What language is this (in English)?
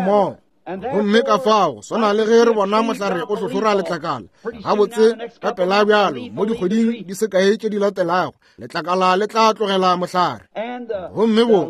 Northern Sotho